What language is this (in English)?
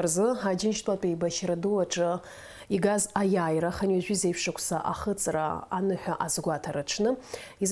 Abkhazian